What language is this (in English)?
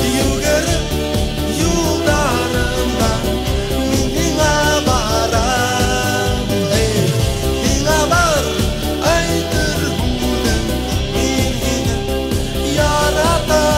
Bashkir